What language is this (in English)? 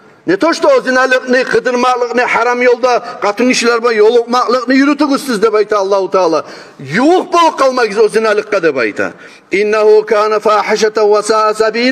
Kumyk